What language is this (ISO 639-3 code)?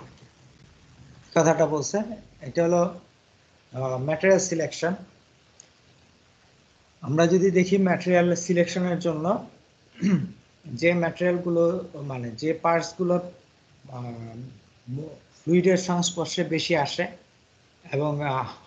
ben